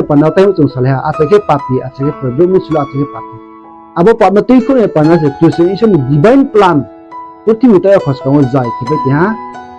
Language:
Riang (India)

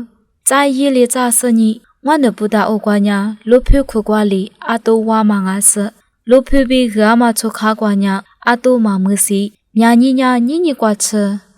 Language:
Lisu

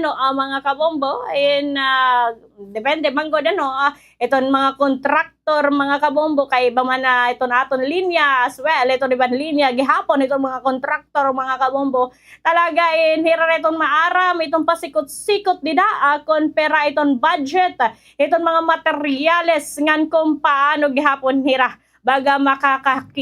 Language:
Waray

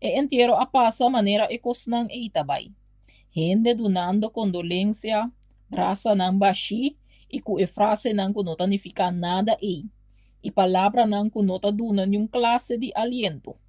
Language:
Papiamento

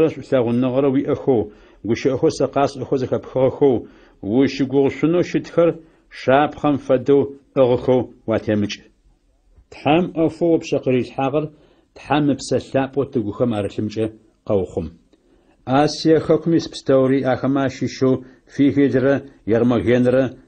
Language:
Adyghe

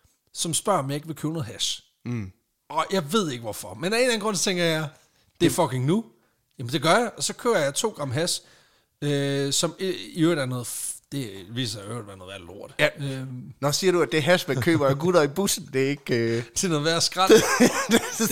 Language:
Danish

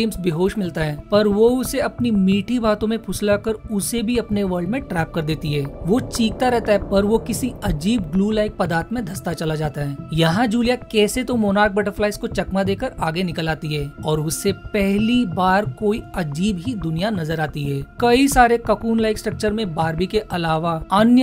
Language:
Hindi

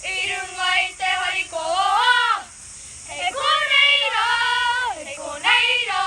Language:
Māori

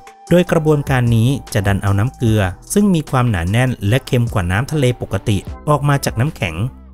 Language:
Thai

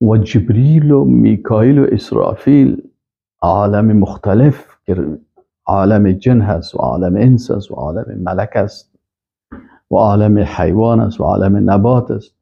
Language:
Persian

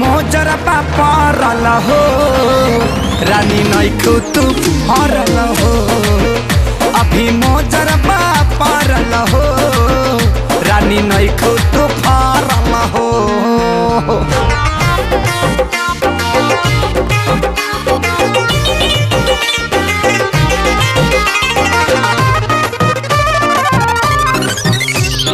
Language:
Bhojpuri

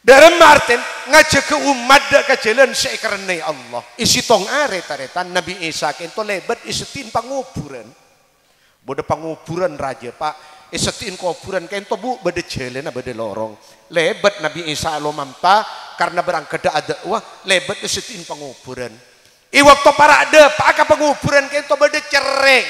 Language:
Madurese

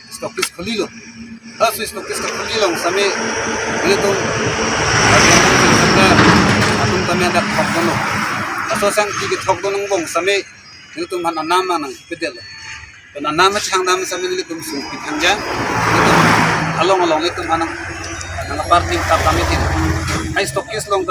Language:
Karbi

